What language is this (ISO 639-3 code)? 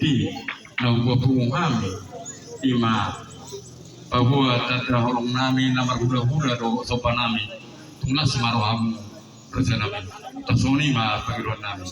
bbc